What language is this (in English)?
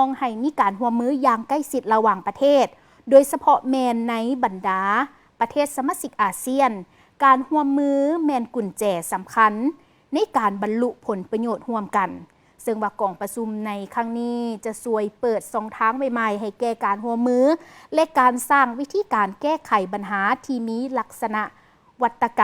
Lao